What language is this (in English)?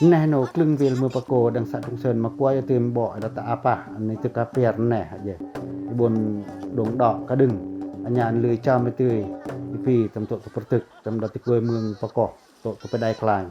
Pacoh